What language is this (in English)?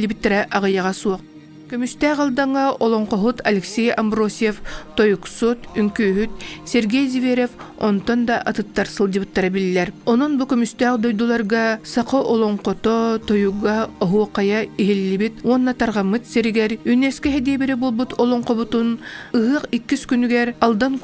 Yakut